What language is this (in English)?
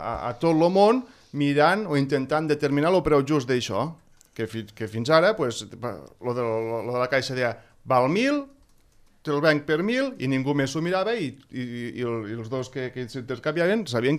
Catalan